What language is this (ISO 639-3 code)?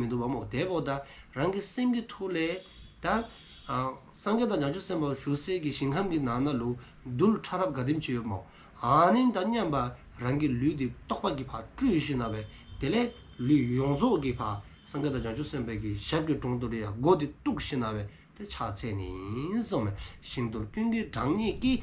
dzo